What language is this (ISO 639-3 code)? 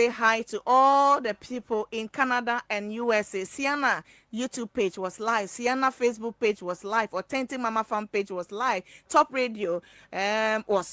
ewe